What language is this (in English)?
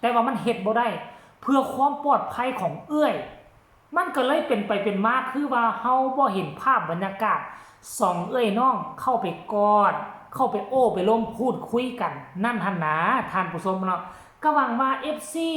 Lao